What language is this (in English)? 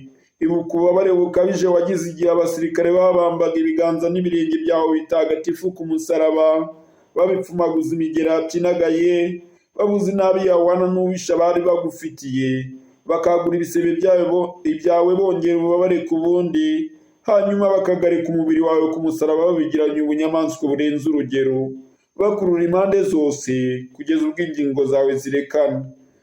Kinyarwanda